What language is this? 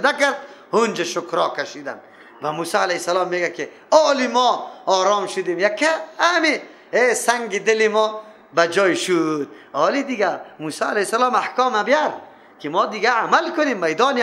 Persian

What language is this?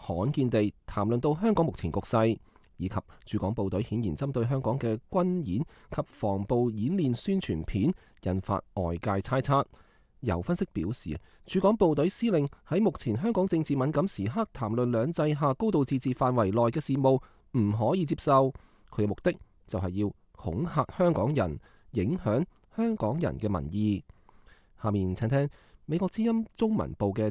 Cantonese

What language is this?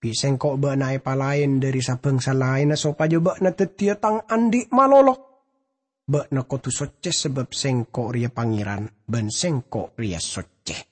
Madurese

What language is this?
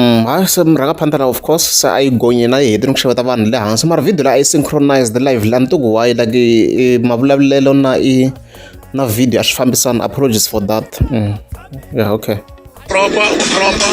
Tsonga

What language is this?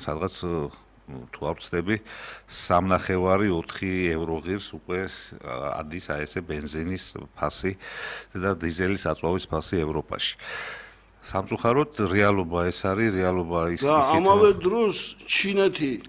Georgian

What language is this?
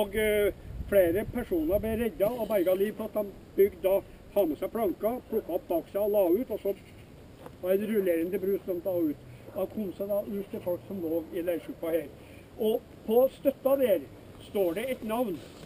Norwegian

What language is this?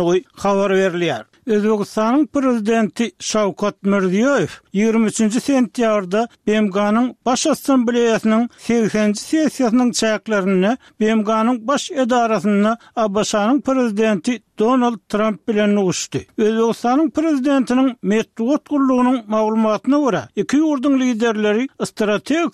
Turkmen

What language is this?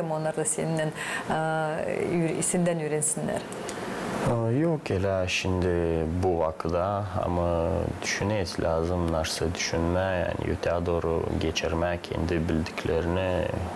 Gagauz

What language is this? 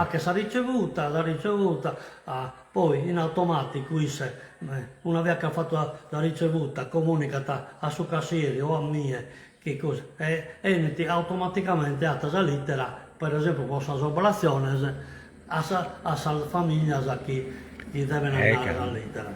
Sardinian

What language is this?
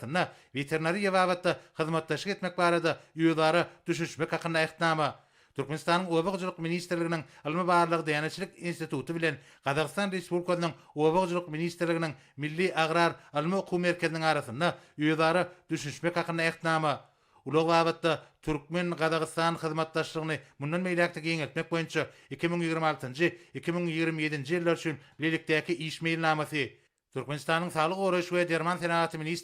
Turkmen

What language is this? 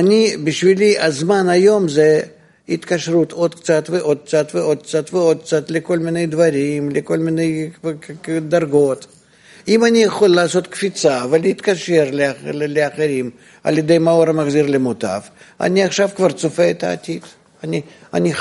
Hebrew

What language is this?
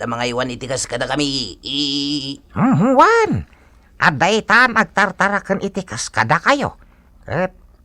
Iloko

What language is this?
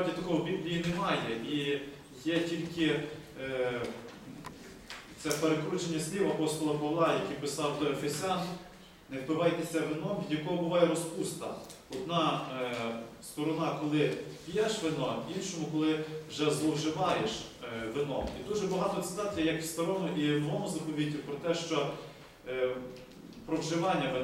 Ukrainian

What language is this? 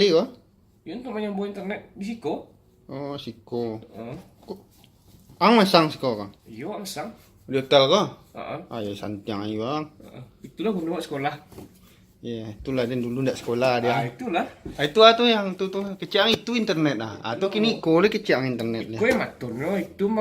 Minangkabau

